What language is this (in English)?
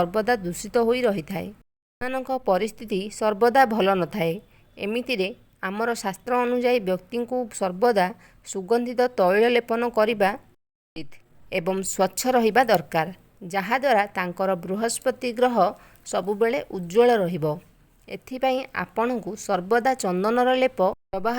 Odia